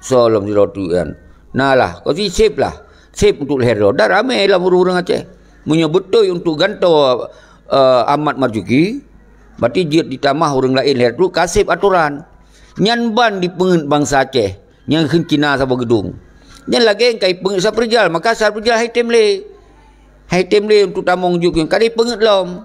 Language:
Achinese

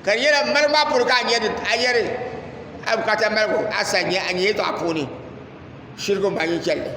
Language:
Dagbani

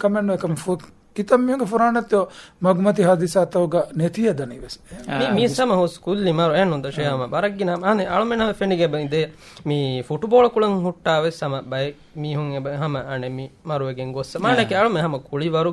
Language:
Divehi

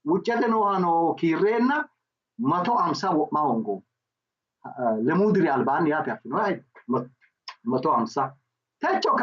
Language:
Sidamo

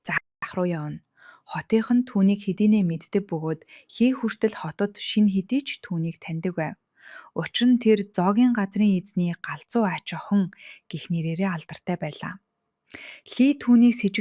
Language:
Mongolian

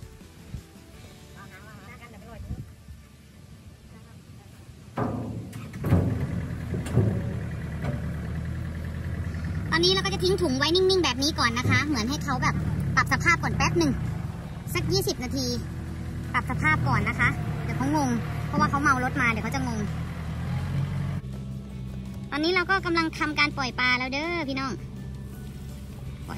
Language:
Thai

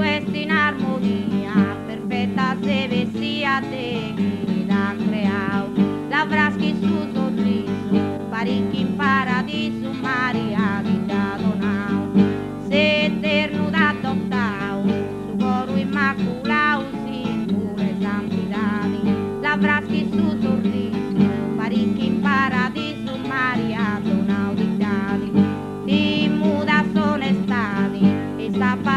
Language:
Sardinian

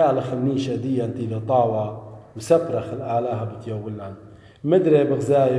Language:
Assyrian Neo-Aramaic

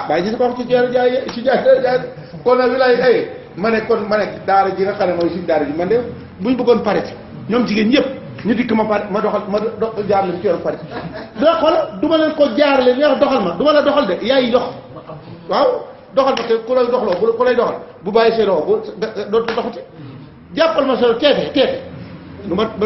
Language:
Wolof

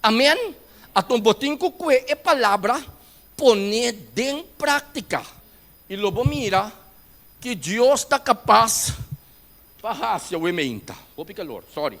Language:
Papiamento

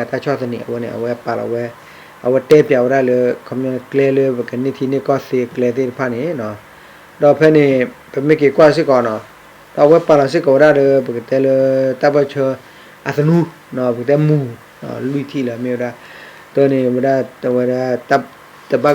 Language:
S'gaw Karen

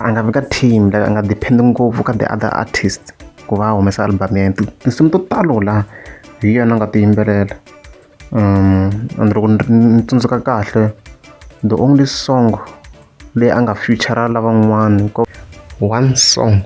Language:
Tsonga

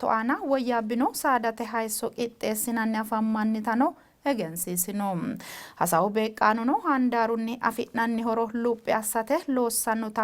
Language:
Sidamo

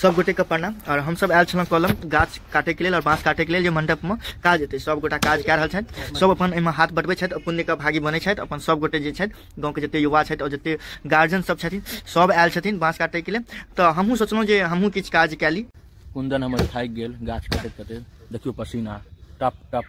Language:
Maithili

